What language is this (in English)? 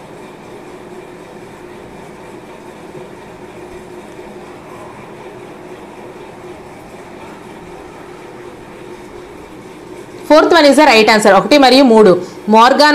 Telugu